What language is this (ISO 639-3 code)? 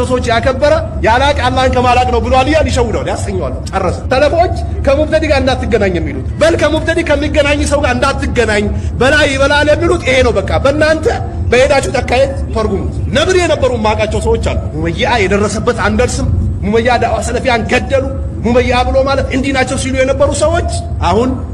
amh